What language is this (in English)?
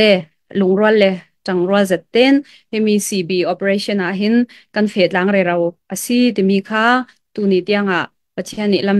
Falam Chin